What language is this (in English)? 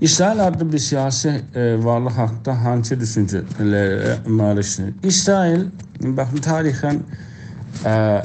South Azerbaijani